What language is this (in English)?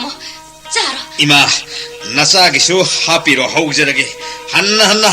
Manipuri